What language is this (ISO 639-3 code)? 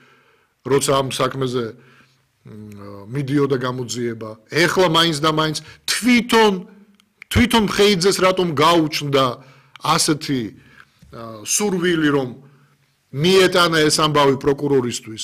kat